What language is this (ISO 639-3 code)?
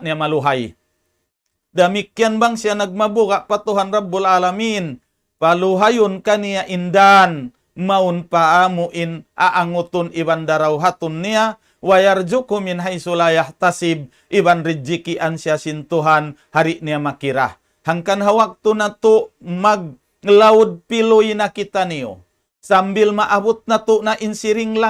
tsg